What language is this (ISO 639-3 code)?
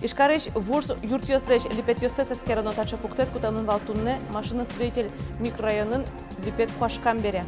udm